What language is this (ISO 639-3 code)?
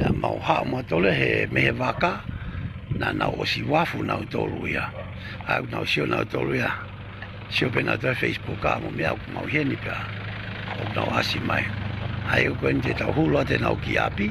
ton